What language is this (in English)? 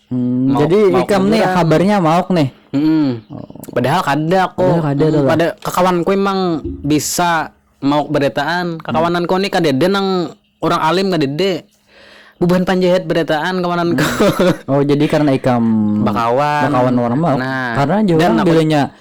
Banjar